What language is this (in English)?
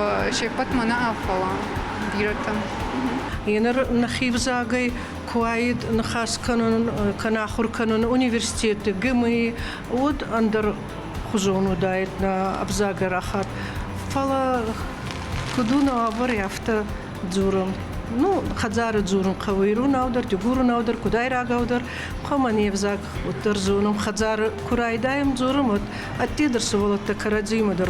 Ossetic